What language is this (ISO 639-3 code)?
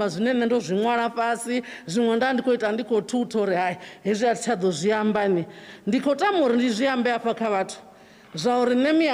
ven